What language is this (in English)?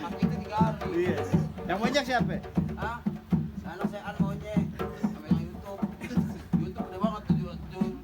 Betawi